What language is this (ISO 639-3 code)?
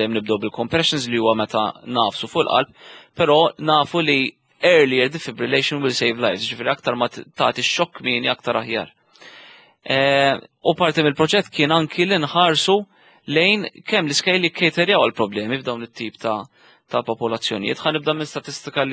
mlt